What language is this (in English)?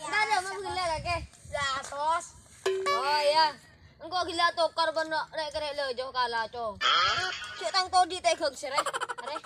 Madurese